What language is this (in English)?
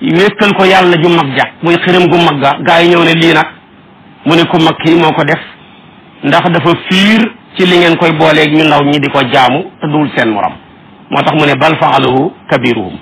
Wolof